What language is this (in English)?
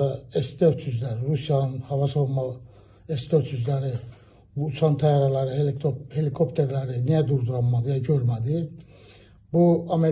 Azerbaijani